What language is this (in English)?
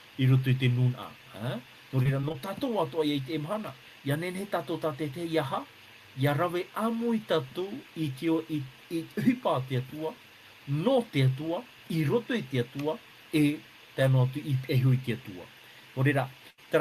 Tahitian